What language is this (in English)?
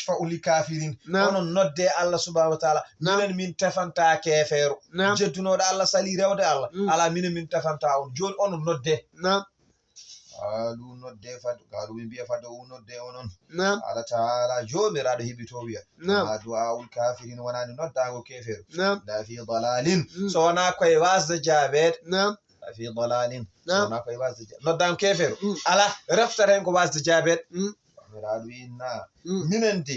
Fula